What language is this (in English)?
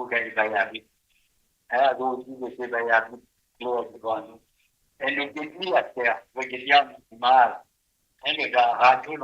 Morisyen